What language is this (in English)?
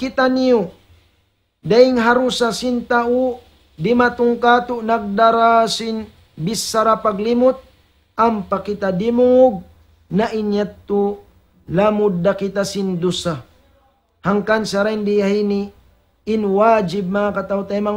Tausug